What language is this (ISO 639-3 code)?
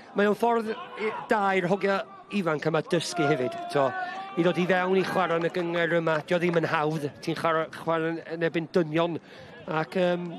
cym